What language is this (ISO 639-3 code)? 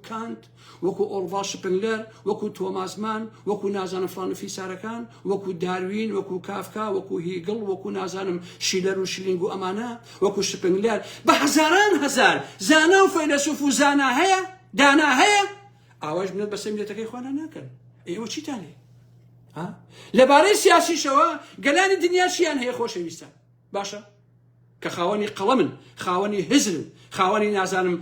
ckb